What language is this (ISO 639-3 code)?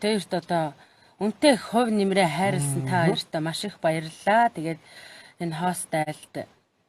mon